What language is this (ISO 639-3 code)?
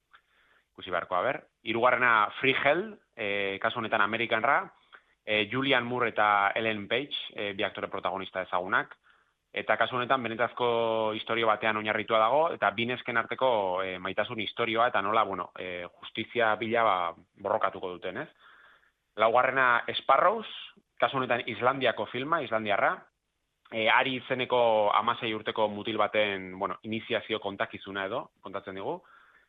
eus